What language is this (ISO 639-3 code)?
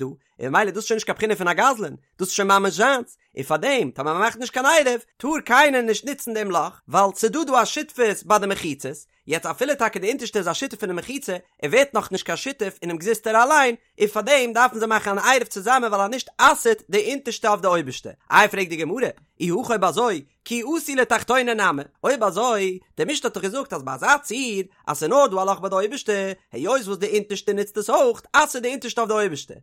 yid